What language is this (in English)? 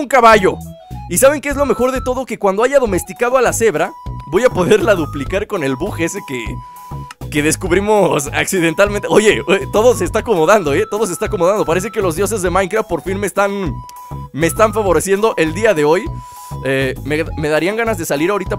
Spanish